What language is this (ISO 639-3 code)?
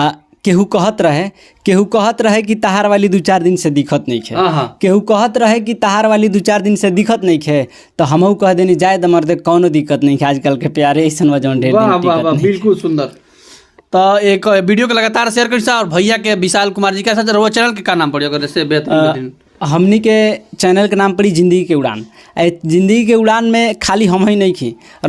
bho